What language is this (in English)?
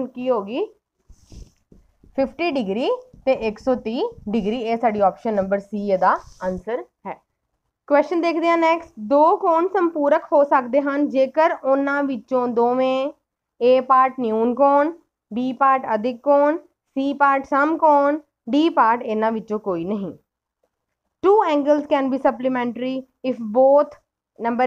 Punjabi